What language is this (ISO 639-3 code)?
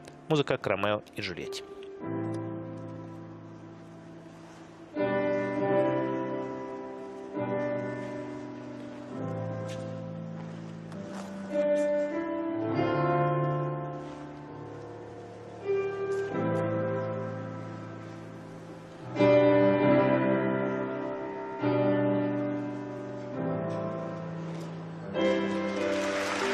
rus